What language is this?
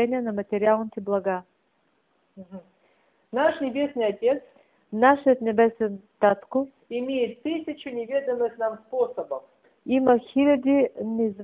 Bulgarian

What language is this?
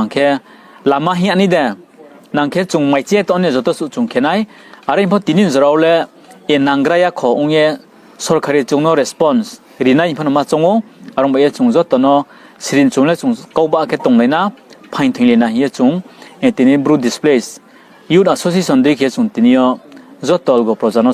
Riang (India)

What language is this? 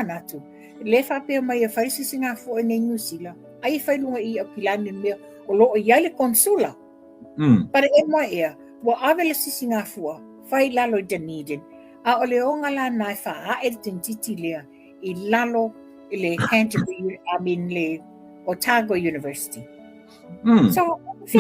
Samoan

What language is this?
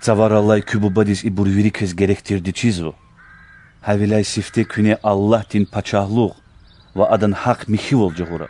Lezghian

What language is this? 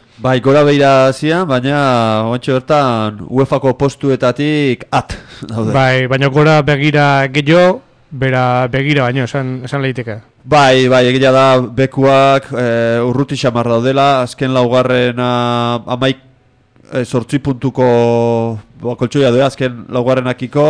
Basque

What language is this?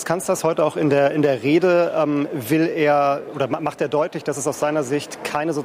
German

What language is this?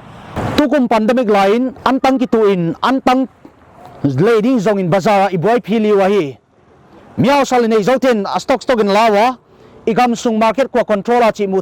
Paite Chin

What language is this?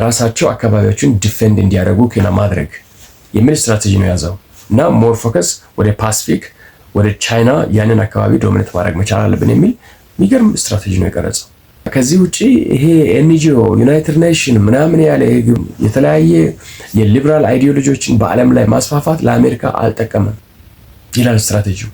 Amharic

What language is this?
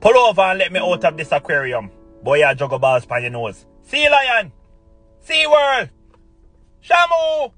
Jamaican Creole English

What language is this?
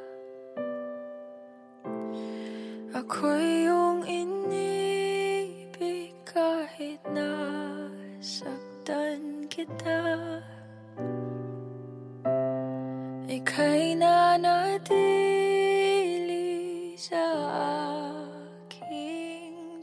Filipino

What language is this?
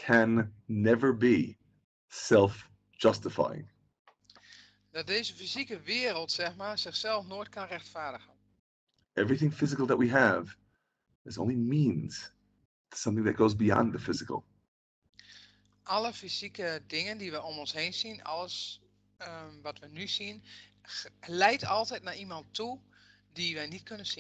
Dutch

